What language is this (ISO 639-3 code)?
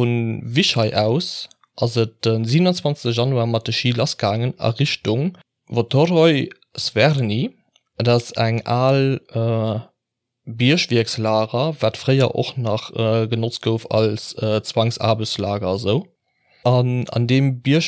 ltz